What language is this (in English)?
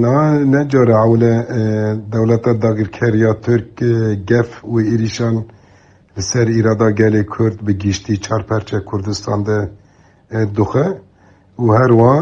Kurdish